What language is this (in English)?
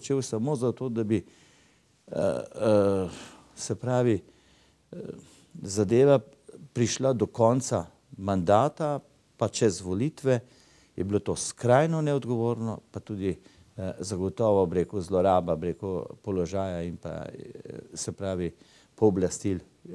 Slovenian